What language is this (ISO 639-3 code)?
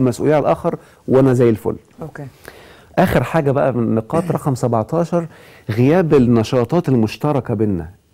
arz